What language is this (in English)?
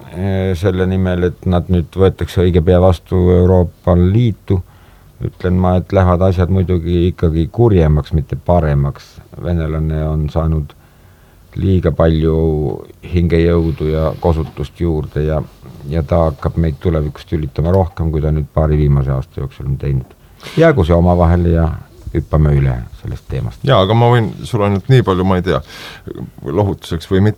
Estonian